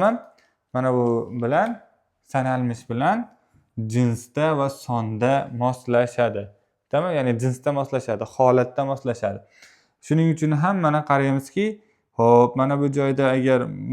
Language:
Uzbek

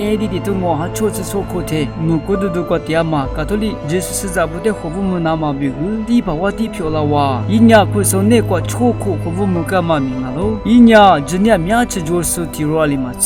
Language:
Lisu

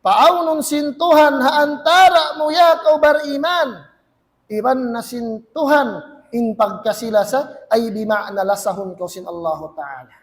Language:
Tausug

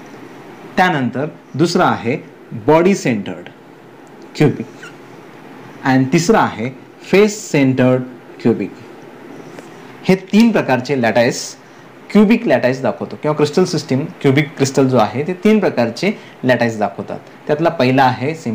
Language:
Marathi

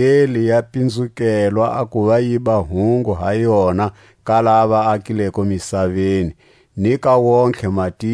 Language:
Tswa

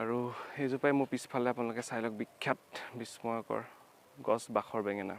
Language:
Assamese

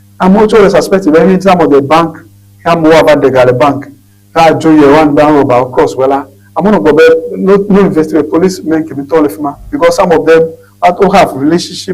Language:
Ewe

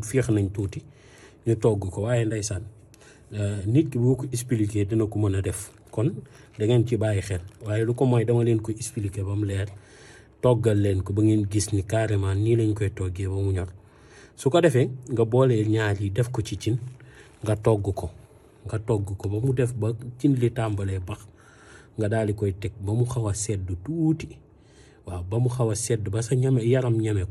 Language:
Wolof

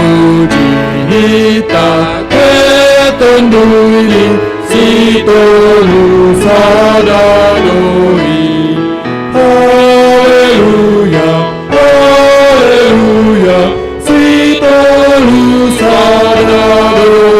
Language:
Batak Simalungun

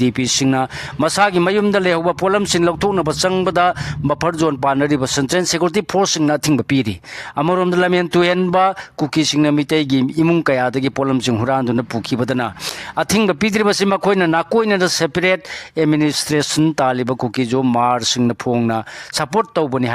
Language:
Manipuri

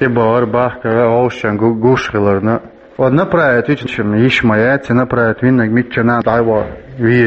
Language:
Chechen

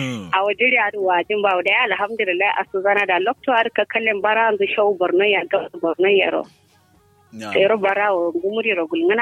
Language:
Kanuri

